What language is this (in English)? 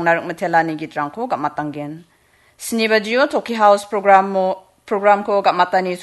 Garo